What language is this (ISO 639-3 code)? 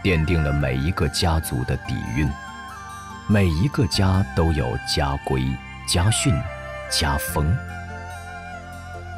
zho